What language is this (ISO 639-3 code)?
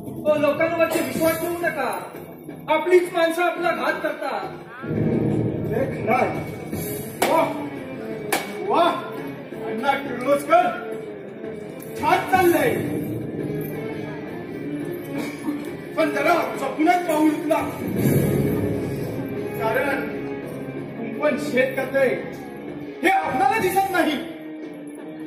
mar